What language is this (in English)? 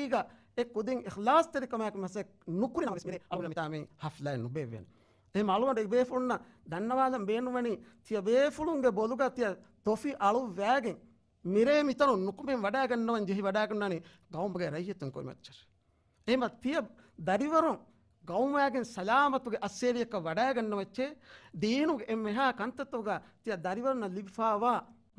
Divehi